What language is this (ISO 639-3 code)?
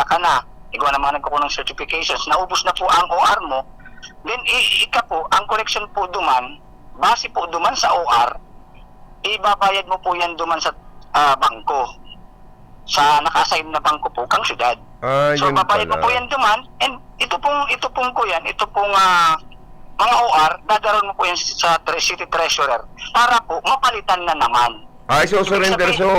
bik